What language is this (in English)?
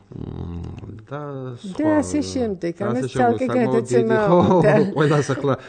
Georgian